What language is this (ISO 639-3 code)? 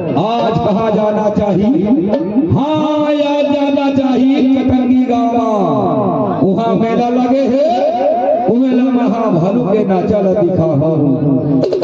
hne